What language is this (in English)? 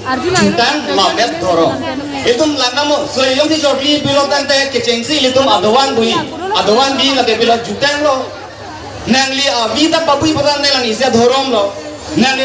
Karbi